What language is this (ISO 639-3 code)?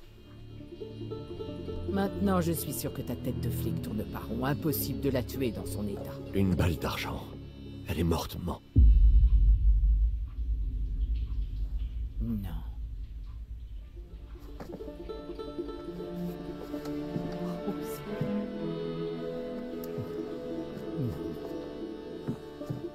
fra